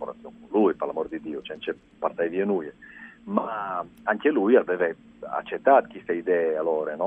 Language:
Friulian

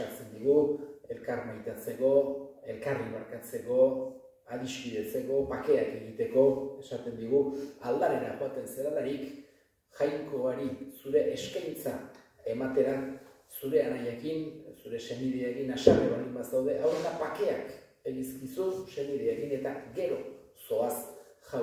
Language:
Basque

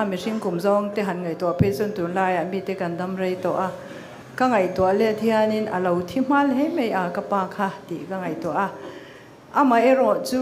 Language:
Mizo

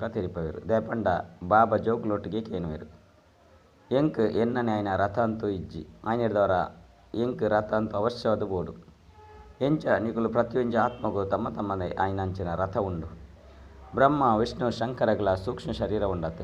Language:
Tulu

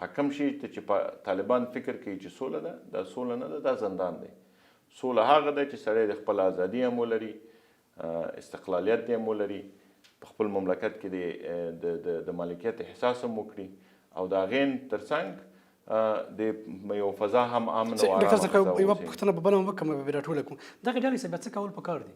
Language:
Pashto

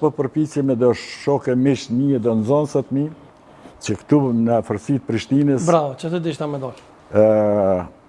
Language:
Albanian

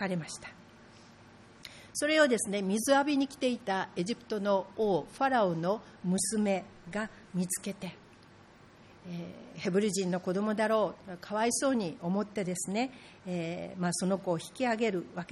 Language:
Japanese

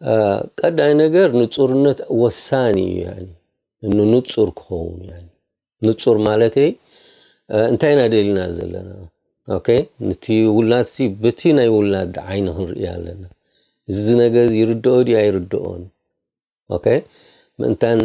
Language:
Tigrinya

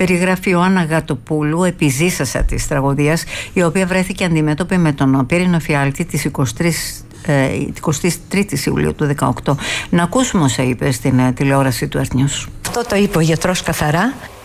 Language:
Greek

